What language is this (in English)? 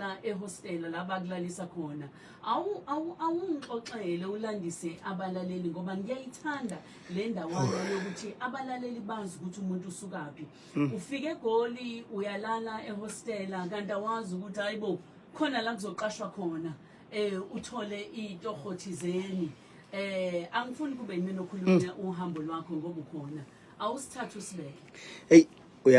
Zulu